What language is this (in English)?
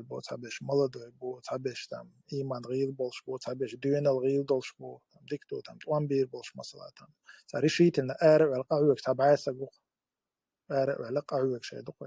Chechen